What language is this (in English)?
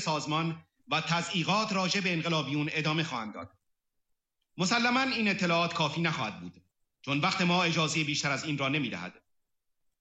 Persian